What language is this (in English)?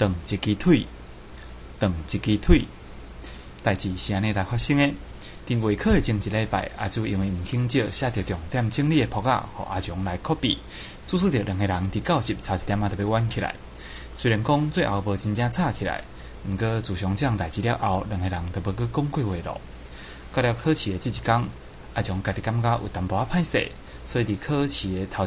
Min Nan Chinese